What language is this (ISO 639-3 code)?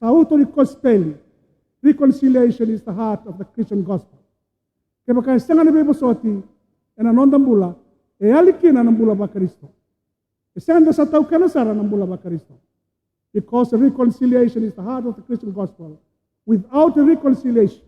fij